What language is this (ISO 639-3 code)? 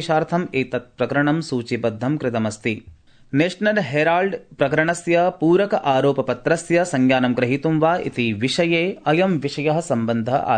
san